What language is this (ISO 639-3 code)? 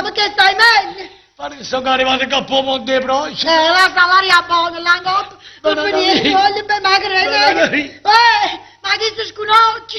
nap